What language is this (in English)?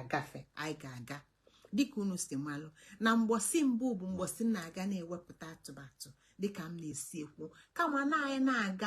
Igbo